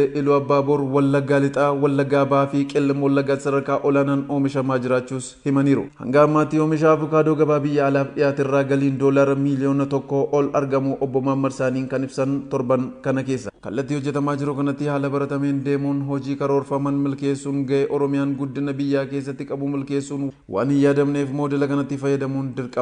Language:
Oromo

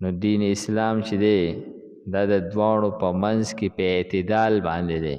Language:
Pashto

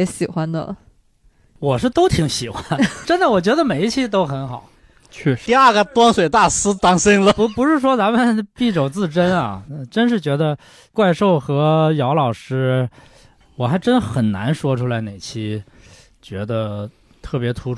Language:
Chinese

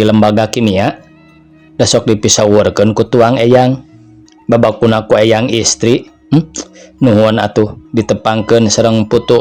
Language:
Sundanese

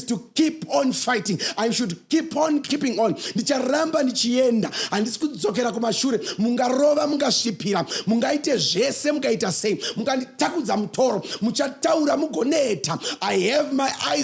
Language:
Shona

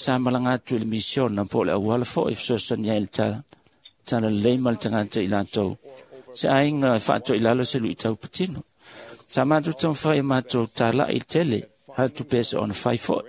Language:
Samoan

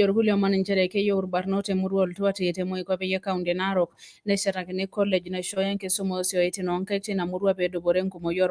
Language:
Masai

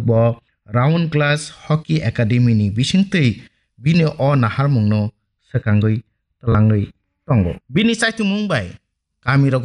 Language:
Kok Borok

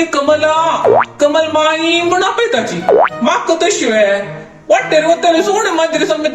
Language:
Konkani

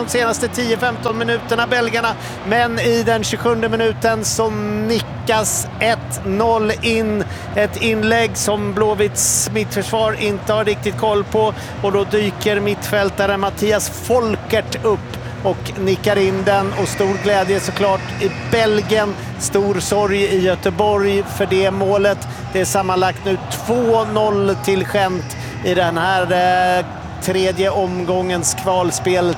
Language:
Swedish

